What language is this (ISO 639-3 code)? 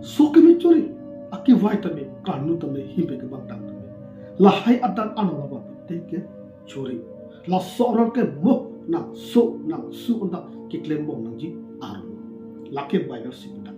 mjw